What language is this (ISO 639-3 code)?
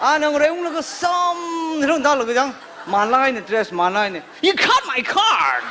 nmf